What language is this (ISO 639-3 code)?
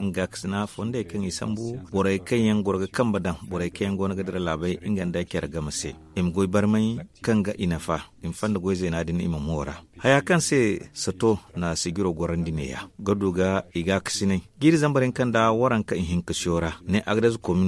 dje